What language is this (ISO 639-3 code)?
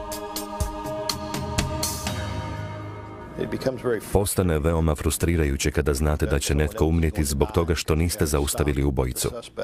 hrv